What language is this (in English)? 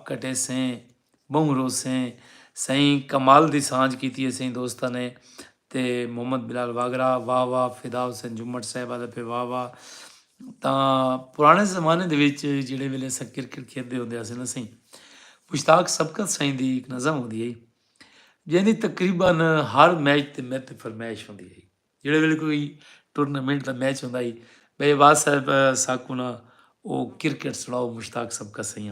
Saraiki